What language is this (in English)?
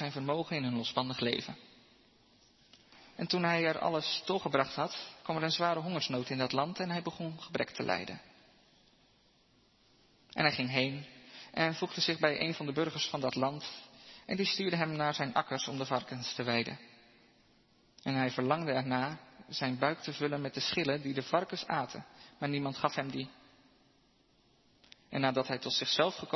Dutch